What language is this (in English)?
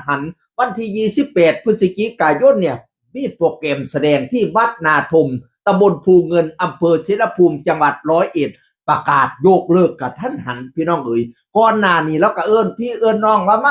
Northeastern Thai